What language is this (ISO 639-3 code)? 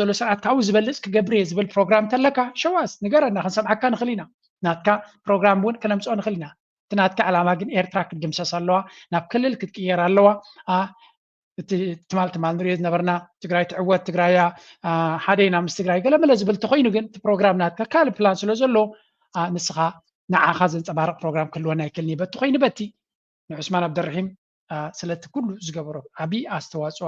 tir